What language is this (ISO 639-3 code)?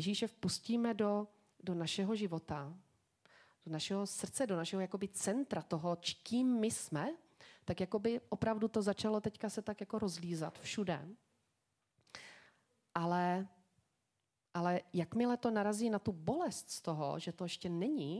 ces